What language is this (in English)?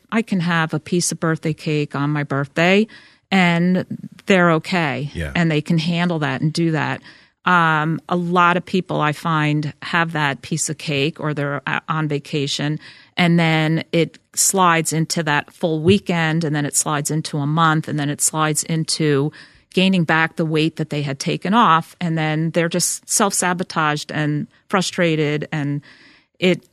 English